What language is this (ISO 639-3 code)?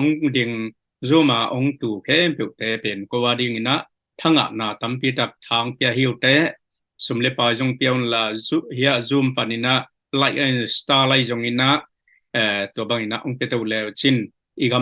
ctd